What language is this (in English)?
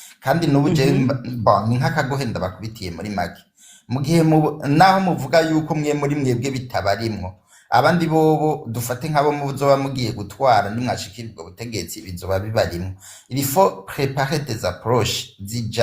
Rundi